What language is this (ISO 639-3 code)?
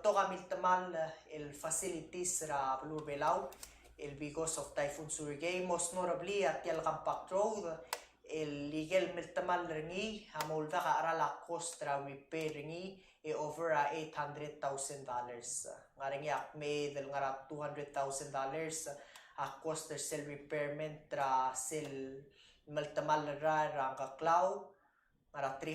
pau